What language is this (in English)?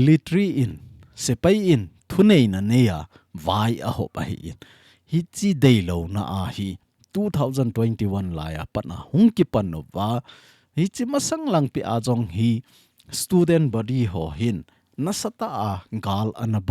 Thado Chin